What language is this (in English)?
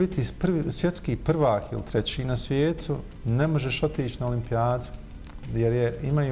Bosnian